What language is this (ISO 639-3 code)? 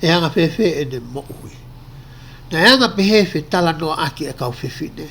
ton